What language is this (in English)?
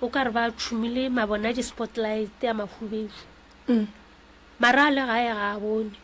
Northern Sotho